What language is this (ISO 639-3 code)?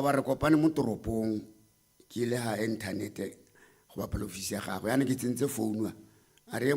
tsn